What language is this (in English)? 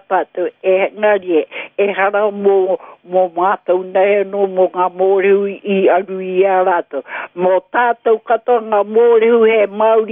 Māori